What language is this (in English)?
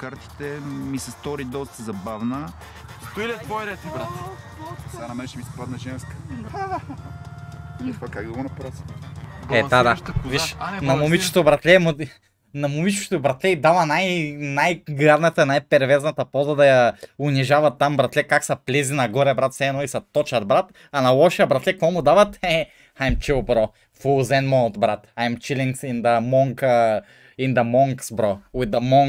Bulgarian